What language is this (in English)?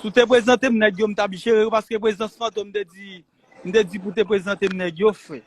Haitian Creole